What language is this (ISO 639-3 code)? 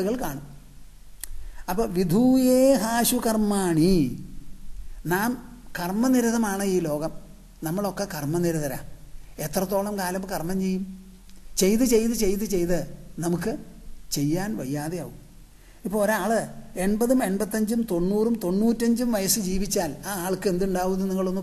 mal